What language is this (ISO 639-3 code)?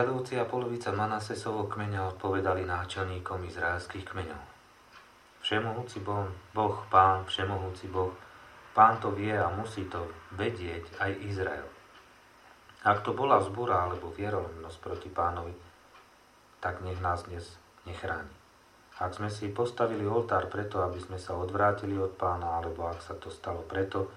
slk